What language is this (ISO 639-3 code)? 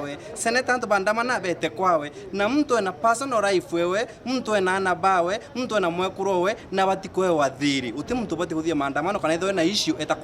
mer